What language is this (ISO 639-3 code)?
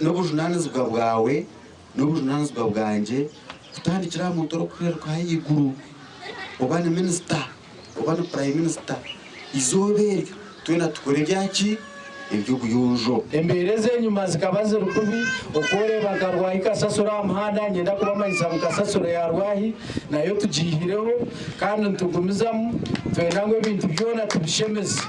nyn